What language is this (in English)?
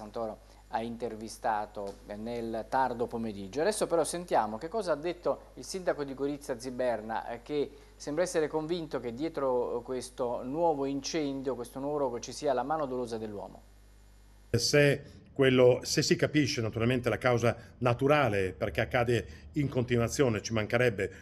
Italian